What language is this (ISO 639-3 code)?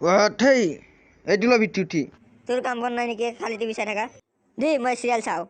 asm